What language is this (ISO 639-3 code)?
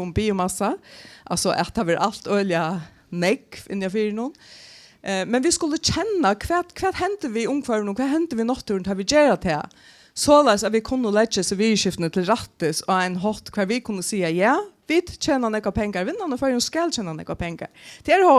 fao